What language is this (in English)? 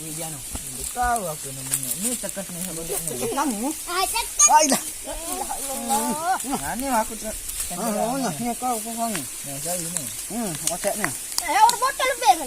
Sasak